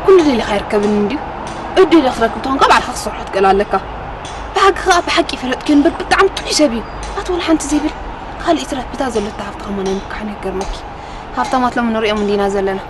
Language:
Tigrinya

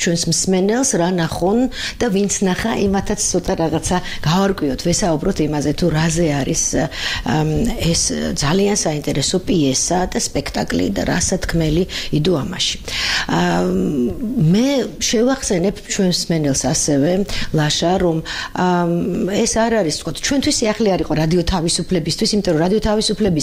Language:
Georgian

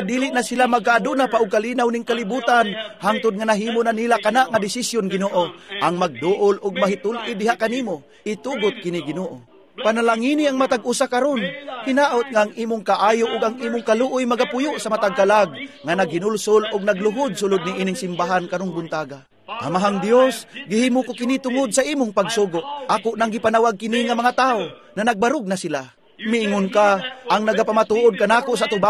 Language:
Cebuano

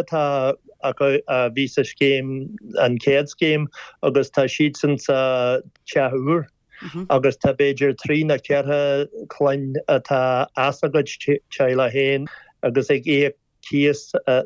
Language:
Irish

